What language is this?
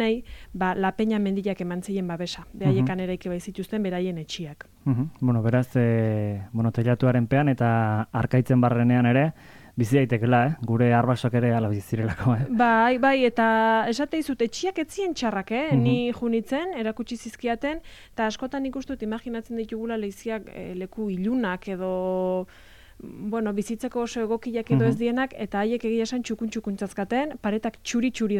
Basque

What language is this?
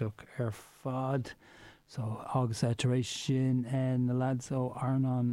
Irish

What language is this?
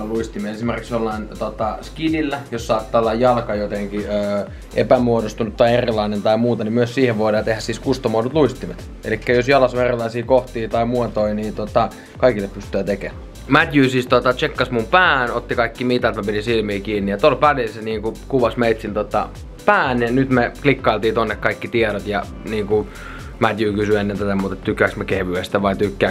Finnish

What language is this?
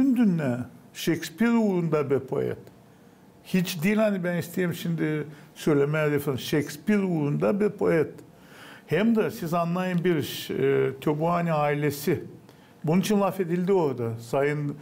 Gagauz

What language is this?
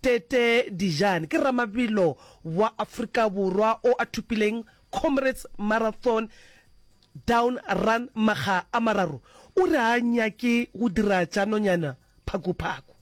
Northern Sotho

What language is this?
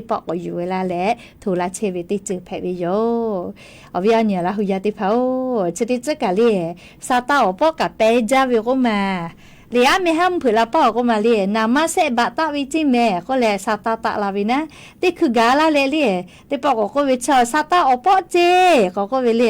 Lahu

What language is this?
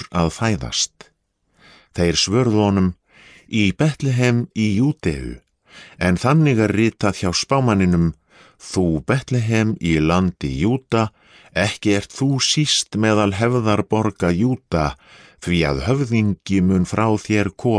Icelandic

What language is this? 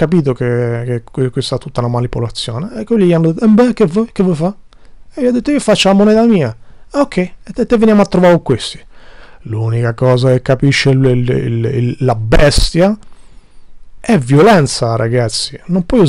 Italian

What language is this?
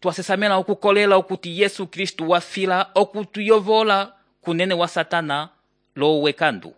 Umbundu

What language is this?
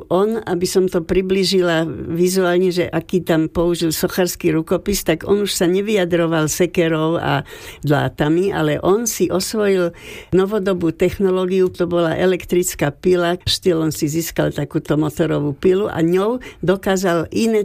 Slovak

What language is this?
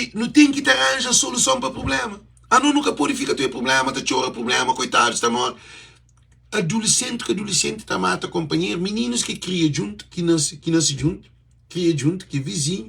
Kabuverdianu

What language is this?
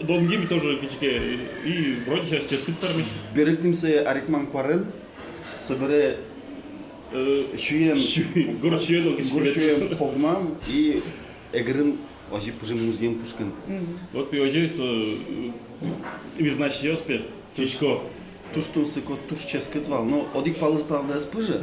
Udmurt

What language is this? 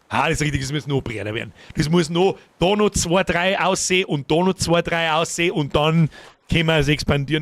Bavarian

